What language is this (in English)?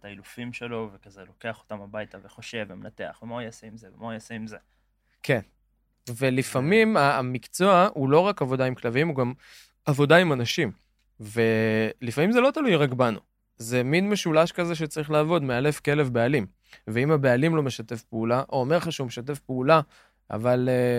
Hebrew